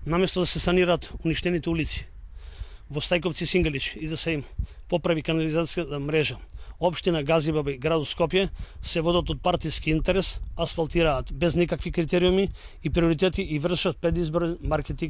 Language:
Macedonian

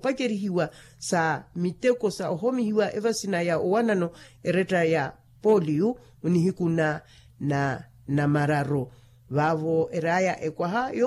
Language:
Makhuwa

